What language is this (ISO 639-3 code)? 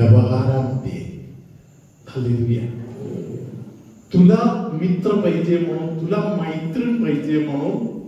mar